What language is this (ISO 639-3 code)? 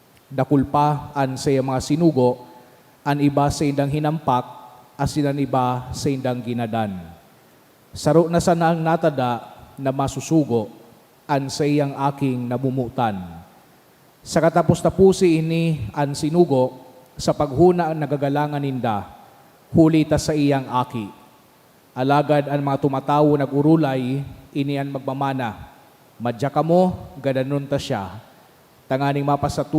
bik